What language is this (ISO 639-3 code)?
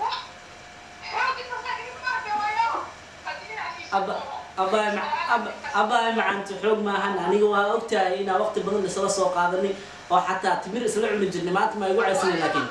som